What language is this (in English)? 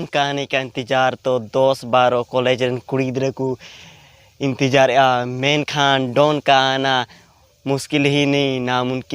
Santali